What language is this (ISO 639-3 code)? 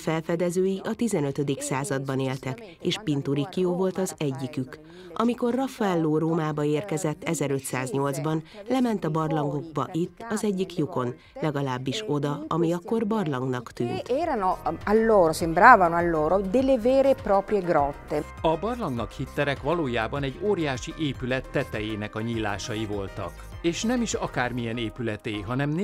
hun